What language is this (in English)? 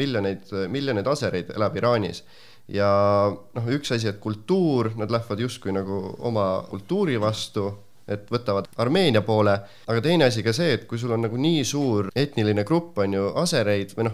Estonian